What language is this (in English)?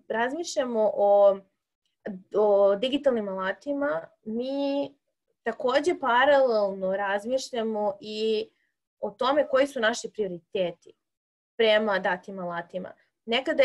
Serbian